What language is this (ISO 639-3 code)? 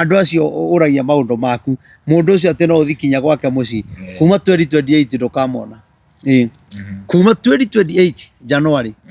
kik